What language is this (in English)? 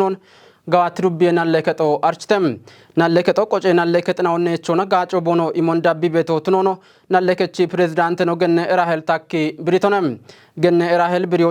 Kafa